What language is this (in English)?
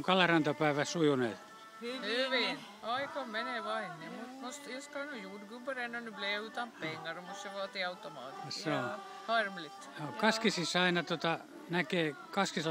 Finnish